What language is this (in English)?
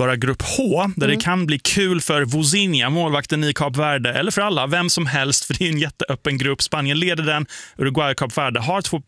Swedish